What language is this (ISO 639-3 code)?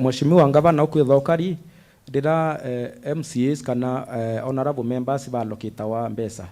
mer